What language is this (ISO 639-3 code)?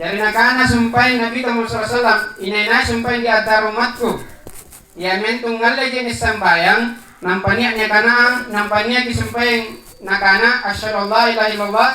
mak